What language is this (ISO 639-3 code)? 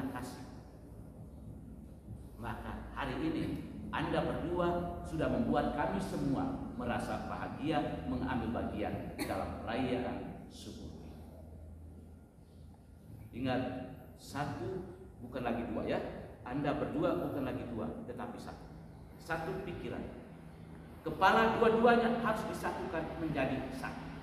ind